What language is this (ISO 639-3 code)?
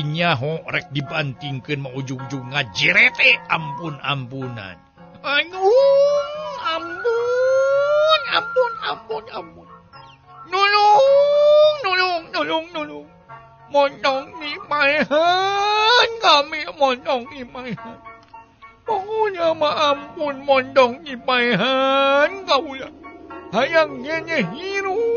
sun